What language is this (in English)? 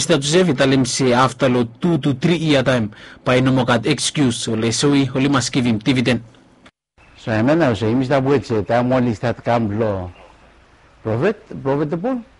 Bislama